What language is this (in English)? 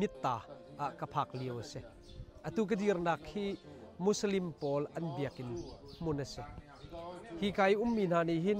Hakha Chin